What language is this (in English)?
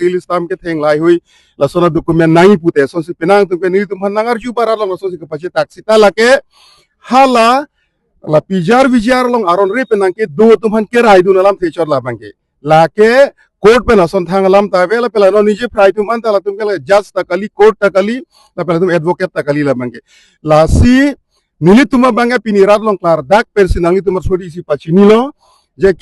Karbi